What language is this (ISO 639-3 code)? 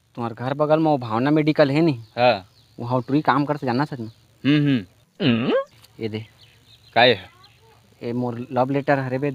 hne